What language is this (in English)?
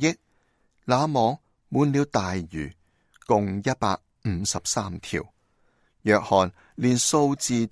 Cantonese